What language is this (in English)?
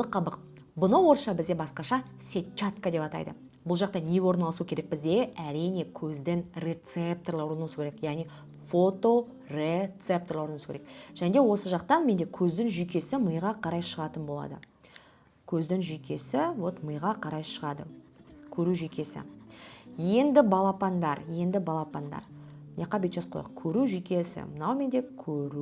Kazakh